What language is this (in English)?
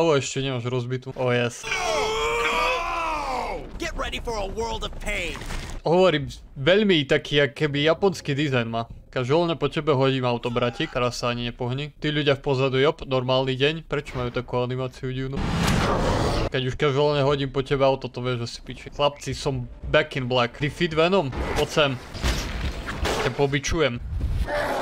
Slovak